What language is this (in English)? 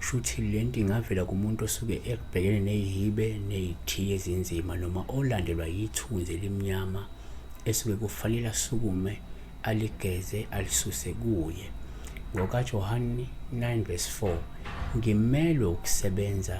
Zulu